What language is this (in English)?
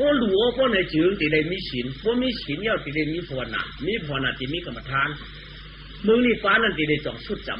Shan